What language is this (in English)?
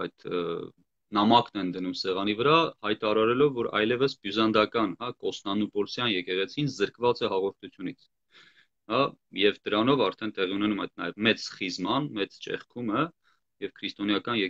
Armenian